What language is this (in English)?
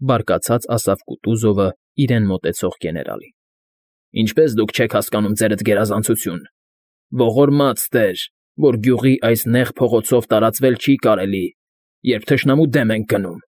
Armenian